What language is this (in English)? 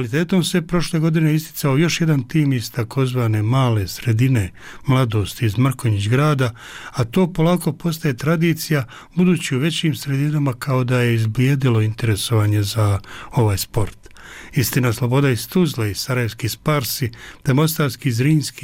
Bosnian